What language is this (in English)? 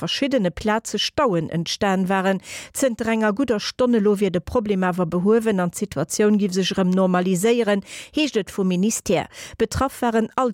Luxembourgish